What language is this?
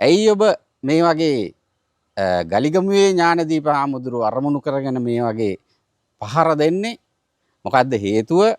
Sinhala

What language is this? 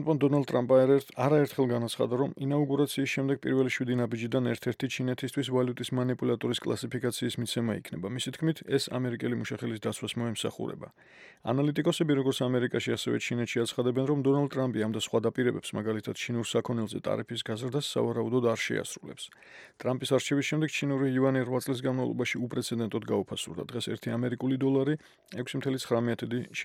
Georgian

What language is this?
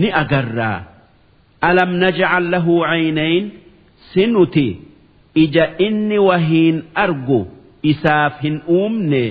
Oromo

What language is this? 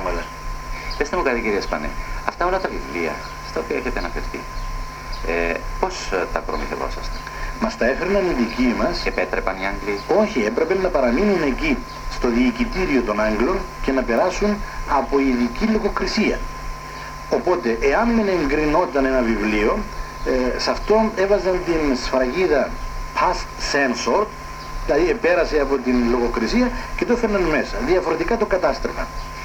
Greek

